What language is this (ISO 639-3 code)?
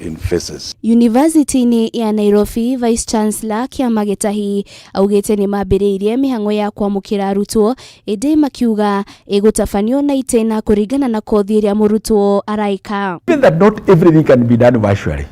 kik